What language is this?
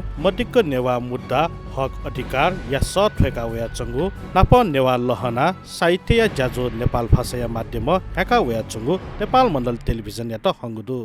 Newari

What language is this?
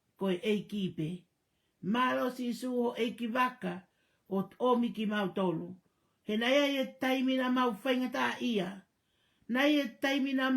Tongan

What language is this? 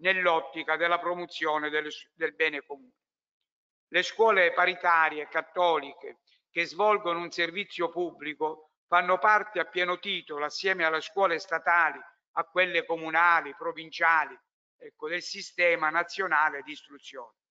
Italian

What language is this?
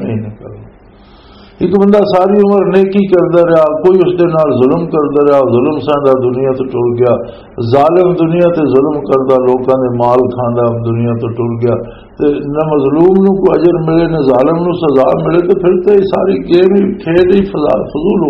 Western Panjabi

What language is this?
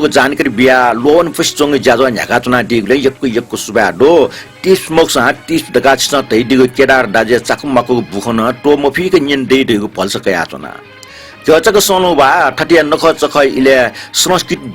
Newari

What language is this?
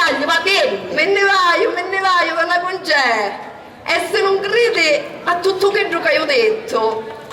Sicilian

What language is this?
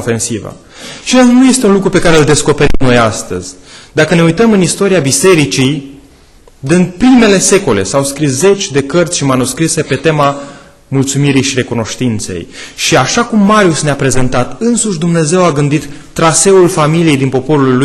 Romanian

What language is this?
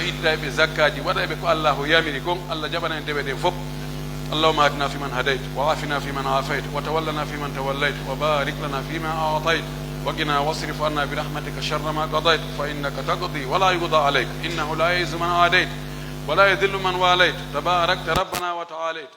Pular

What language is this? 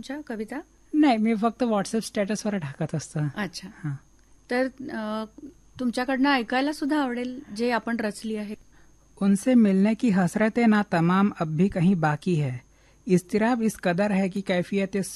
Marathi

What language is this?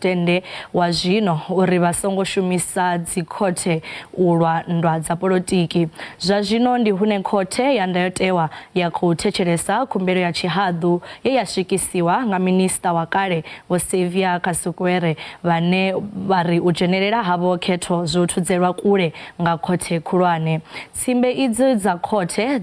Venda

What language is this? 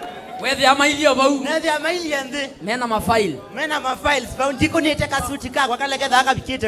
Kamba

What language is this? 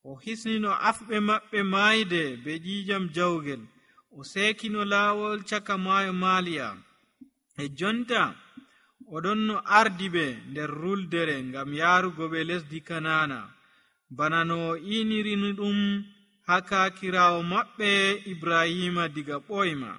Nigerian Fulfulde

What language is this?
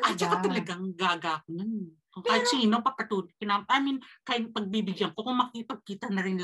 Filipino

